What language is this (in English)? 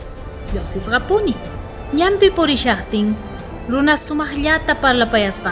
South Bolivian Quechua